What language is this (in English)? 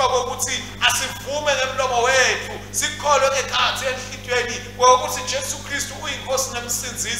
Swati